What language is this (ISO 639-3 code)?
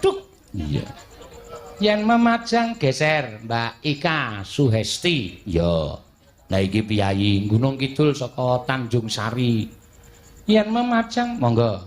jav